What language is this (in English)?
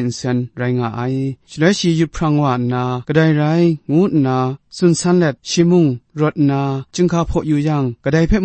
Kachin